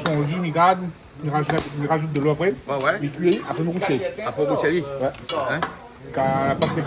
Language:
Réunion Creole French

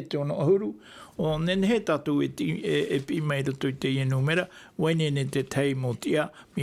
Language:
Tahitian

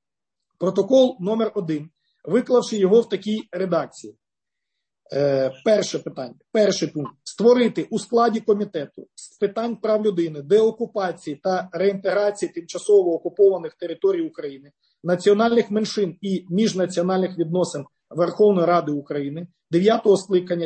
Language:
Ukrainian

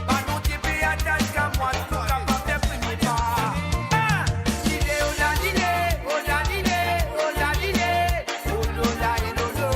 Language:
Morisyen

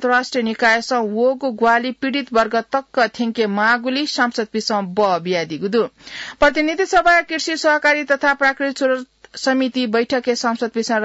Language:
Newari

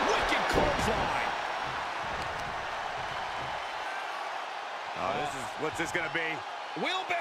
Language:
English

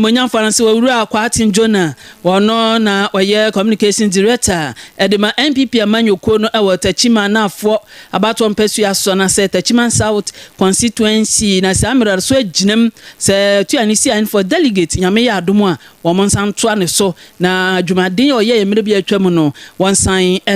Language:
Akan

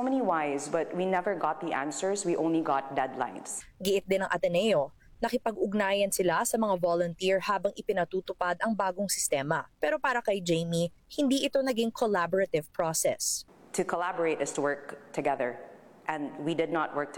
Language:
Filipino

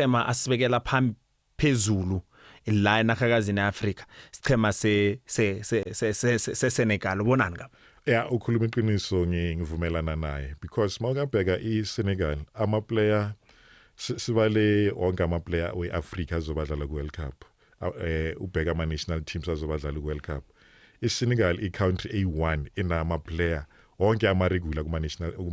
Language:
Zulu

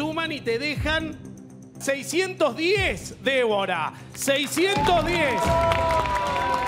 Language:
Spanish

